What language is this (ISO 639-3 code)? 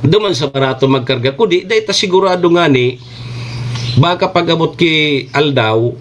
bik